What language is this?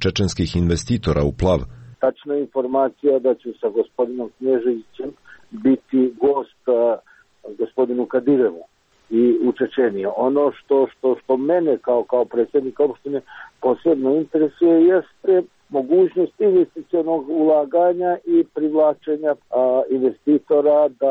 Serbian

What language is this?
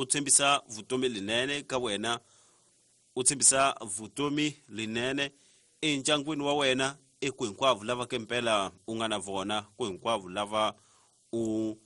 Tsonga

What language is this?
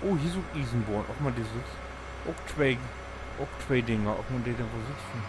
Low German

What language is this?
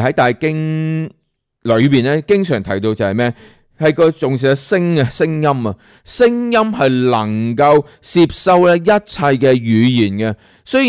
Cantonese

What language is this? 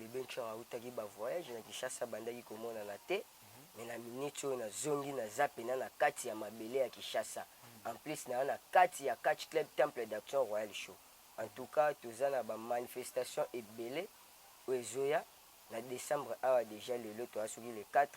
Lingala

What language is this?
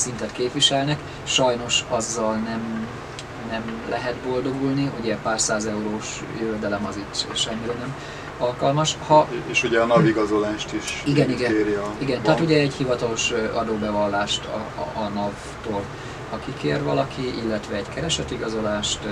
Hungarian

